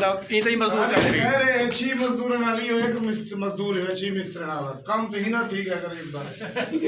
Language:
Saraiki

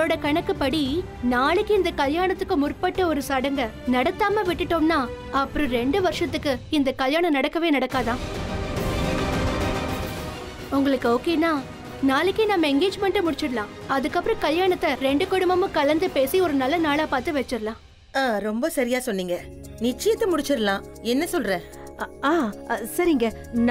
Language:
Tamil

